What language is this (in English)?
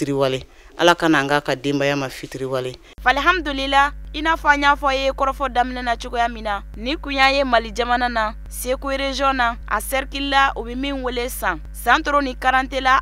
Bambara